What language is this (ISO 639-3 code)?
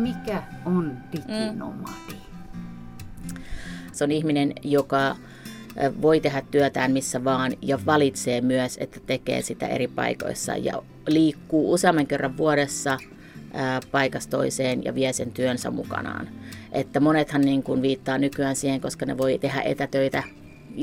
fin